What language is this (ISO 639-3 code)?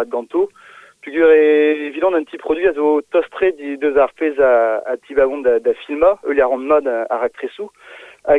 bre